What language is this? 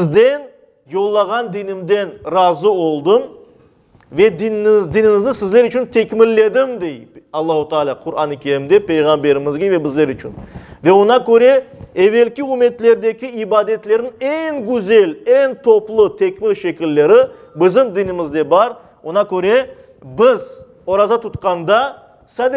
Crimean Tatar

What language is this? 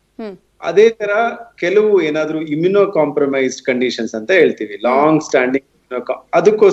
Kannada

